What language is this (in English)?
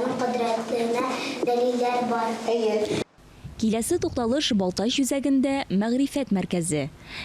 Tatar